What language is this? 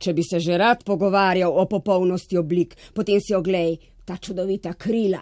Slovenian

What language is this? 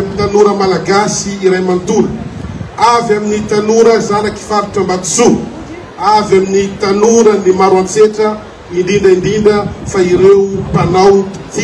Malagasy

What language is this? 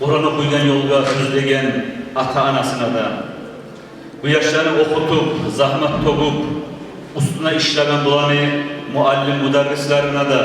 Kumyk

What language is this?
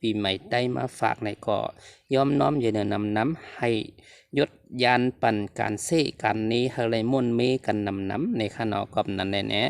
Shan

